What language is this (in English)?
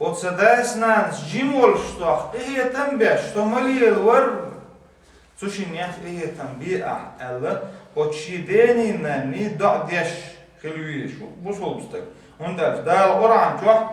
Chechen